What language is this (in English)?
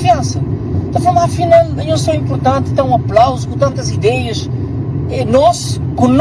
Kabuverdianu